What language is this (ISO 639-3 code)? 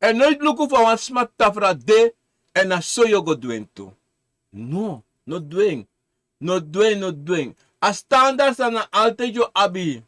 srn